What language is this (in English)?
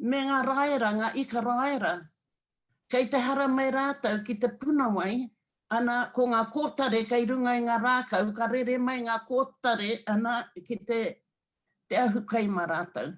Māori